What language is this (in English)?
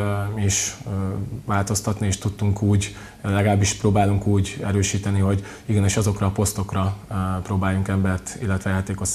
Hungarian